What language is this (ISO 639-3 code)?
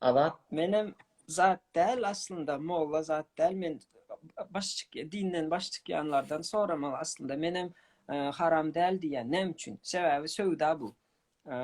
tuk